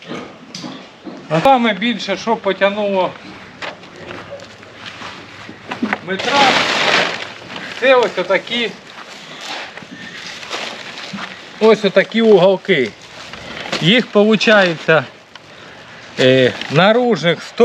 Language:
Ukrainian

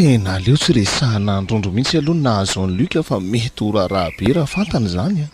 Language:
Malagasy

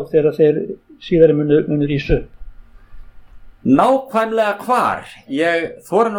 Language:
Icelandic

